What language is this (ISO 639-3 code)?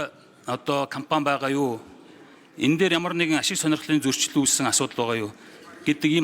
mon